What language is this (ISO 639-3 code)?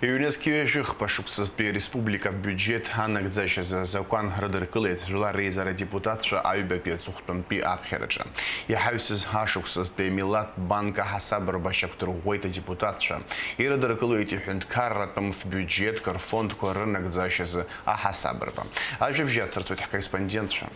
abk